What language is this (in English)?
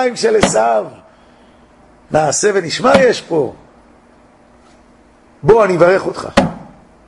Hebrew